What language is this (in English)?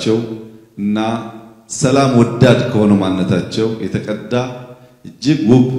Amharic